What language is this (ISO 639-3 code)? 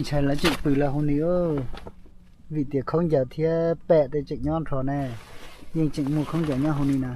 hmn